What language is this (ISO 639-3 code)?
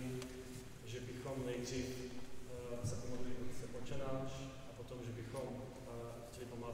ces